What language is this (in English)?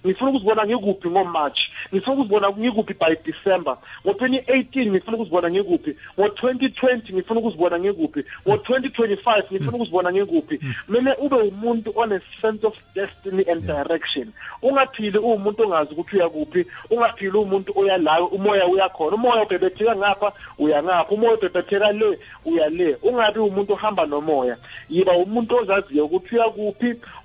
South Ndebele